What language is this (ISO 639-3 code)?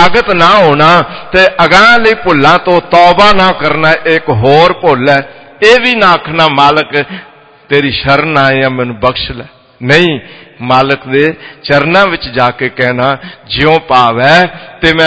pan